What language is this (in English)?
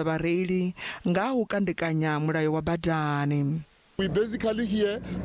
Venda